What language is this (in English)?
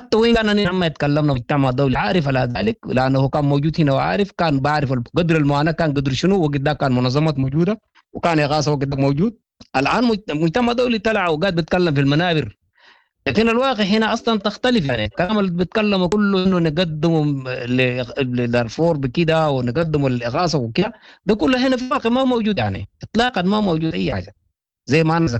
Sudanese Arabic